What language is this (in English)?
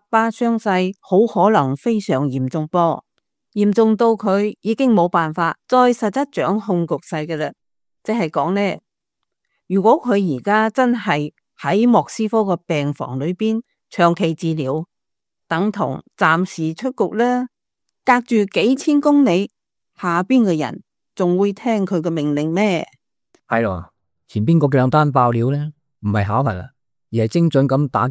Cantonese